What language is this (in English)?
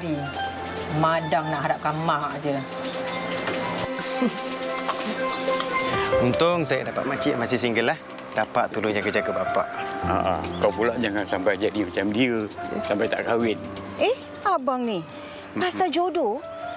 Malay